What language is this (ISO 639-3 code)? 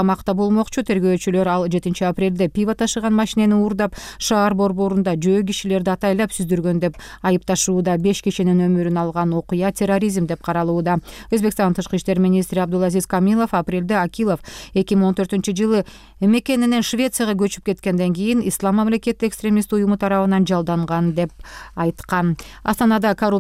kir